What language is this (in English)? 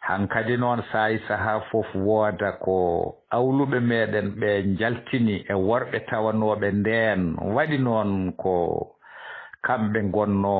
Fula